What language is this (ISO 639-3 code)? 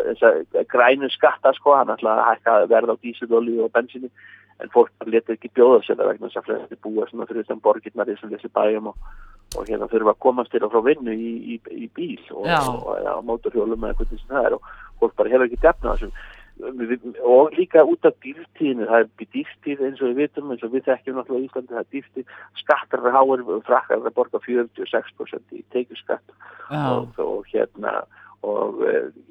isl